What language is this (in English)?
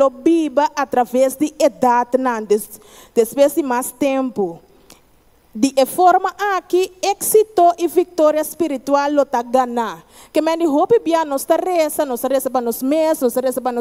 Papiamento